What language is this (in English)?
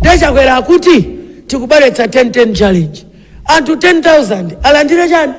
Nyanja